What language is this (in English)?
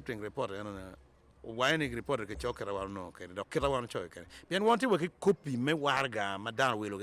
Acoli